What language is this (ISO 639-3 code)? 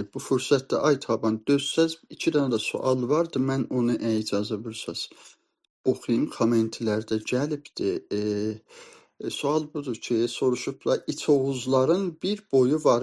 azb